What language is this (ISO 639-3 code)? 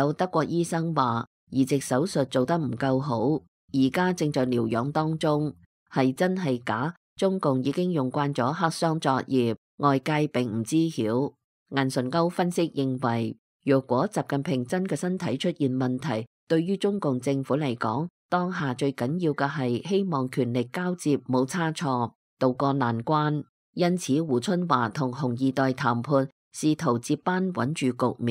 yue